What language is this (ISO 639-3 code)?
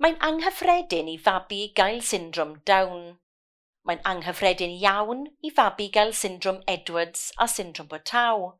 cym